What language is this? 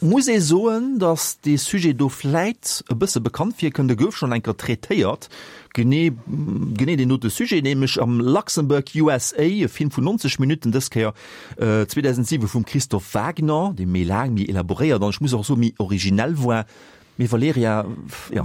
Luxembourgish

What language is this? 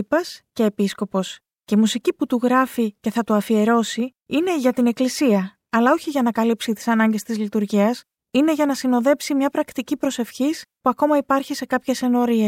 Greek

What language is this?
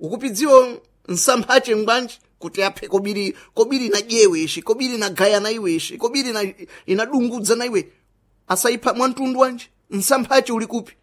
Sena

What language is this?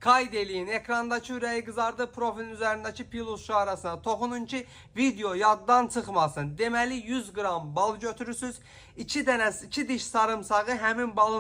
Azerbaijani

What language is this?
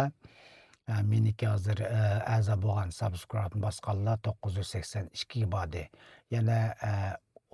Uyghur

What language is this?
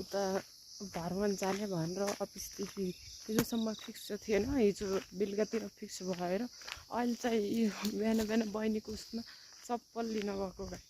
Nepali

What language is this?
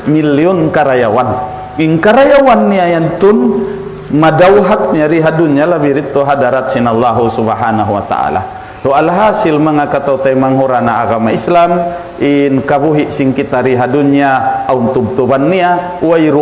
Tausug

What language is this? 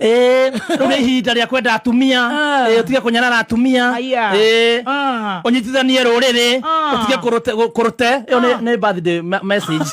Kikuyu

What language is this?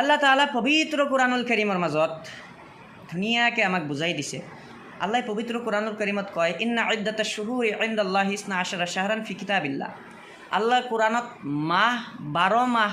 Assamese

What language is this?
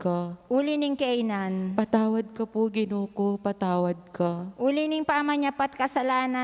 Pampanga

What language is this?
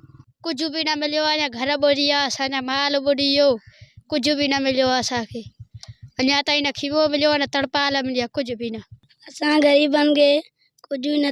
Sindhi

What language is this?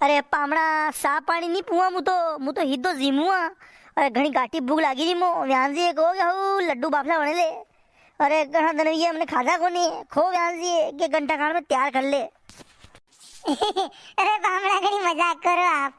Rajasthani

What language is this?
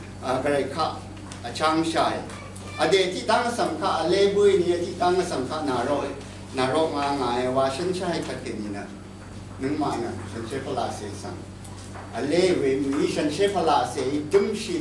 Rawang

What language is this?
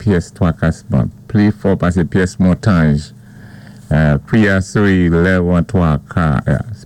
Saint Lucian Creole French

